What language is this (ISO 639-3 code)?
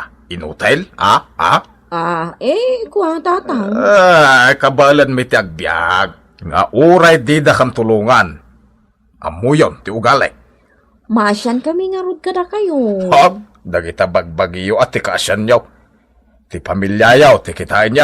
ilo